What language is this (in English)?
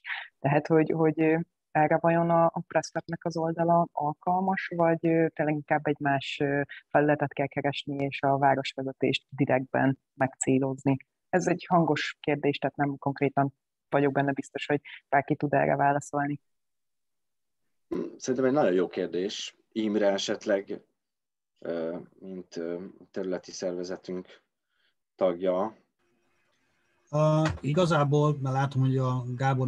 Hungarian